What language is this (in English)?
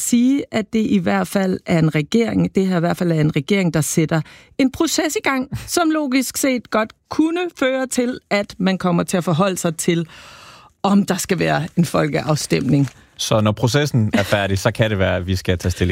Danish